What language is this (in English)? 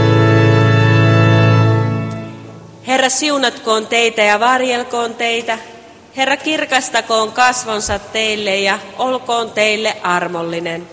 Finnish